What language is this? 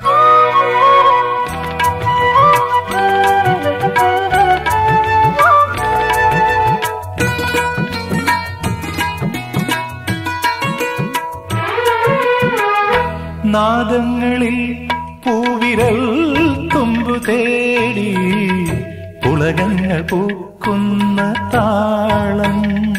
Malayalam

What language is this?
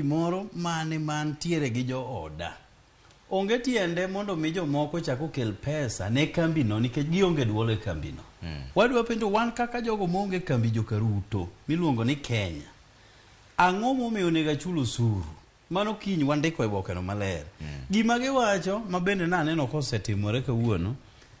Luo (Kenya and Tanzania)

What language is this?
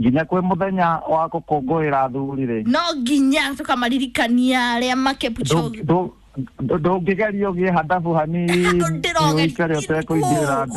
Kikuyu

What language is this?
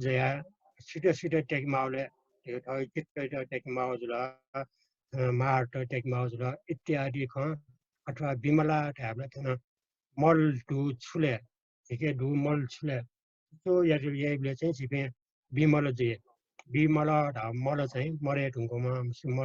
Newari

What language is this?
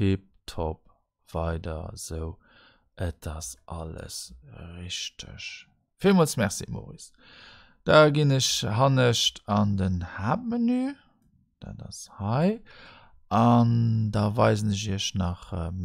Luxembourgish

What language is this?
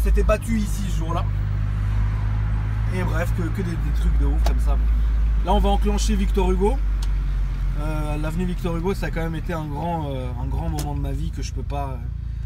French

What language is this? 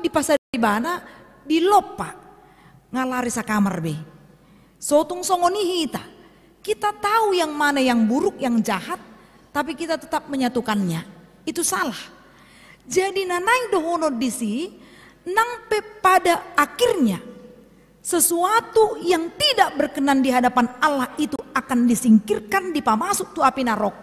Batak Toba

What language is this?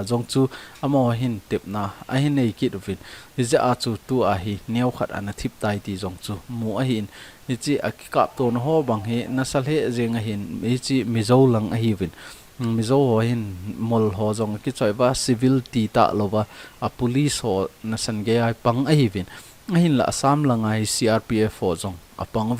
Thado Chin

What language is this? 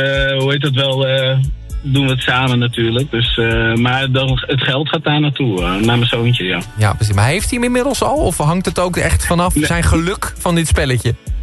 Dutch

